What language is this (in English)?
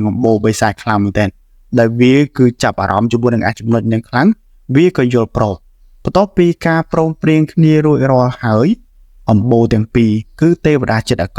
Khmer